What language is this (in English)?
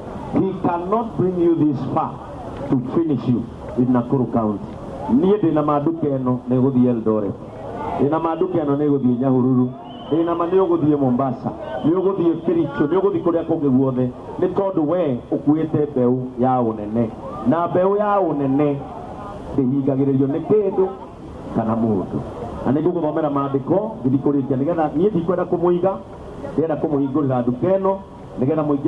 Kikuyu